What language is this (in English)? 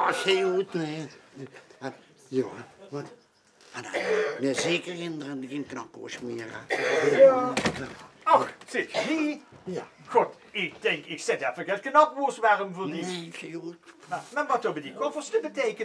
Limburgish